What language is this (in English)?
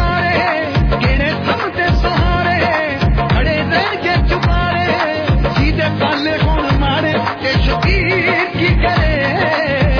Punjabi